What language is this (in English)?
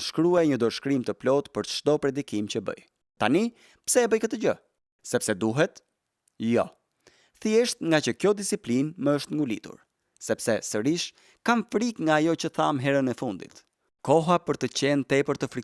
Albanian